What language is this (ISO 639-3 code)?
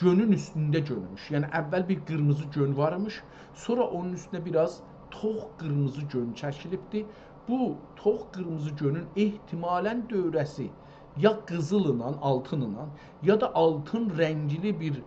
azb